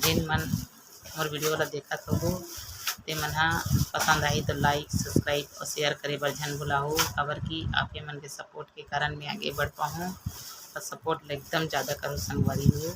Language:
Chhattisgarhi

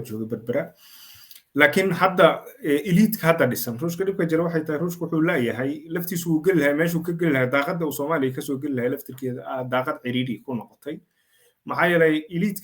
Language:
Somali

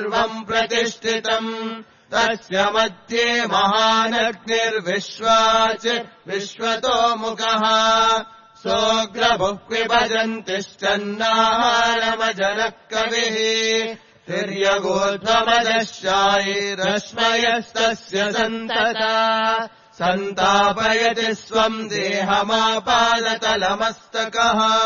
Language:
Sanskrit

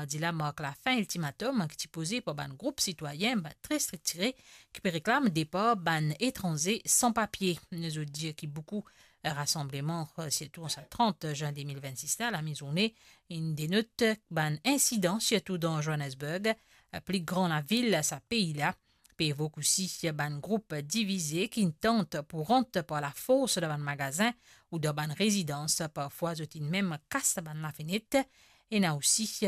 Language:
Morisyen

